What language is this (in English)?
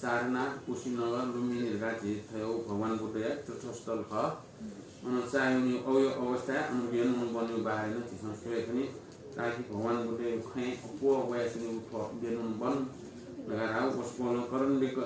Newari